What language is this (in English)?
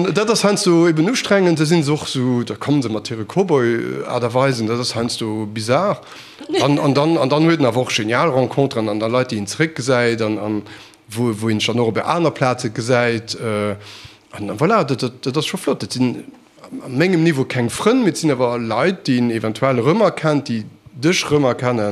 Luxembourgish